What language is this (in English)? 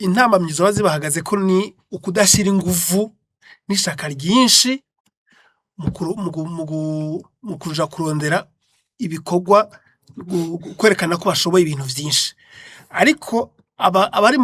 Rundi